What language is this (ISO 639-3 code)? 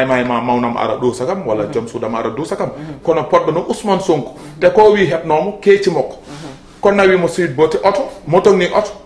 ful